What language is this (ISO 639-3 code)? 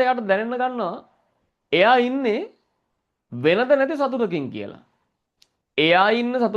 sin